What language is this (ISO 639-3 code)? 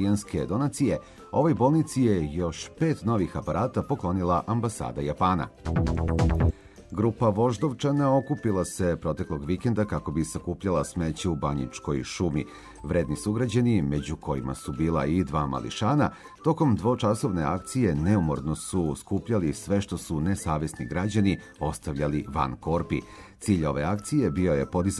srp